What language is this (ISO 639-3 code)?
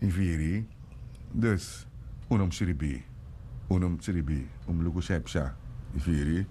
srn